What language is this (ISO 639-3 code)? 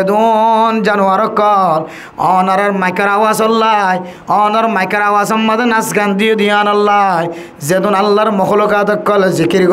rhg